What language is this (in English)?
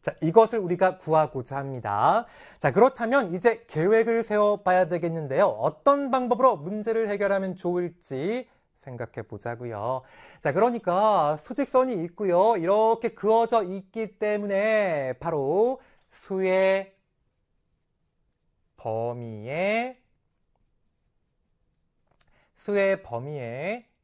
Korean